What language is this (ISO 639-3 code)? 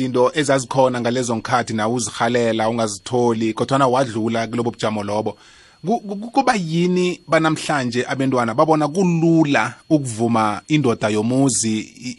nbl